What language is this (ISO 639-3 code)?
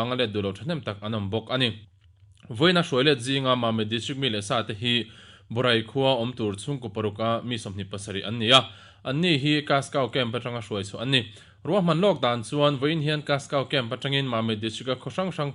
lus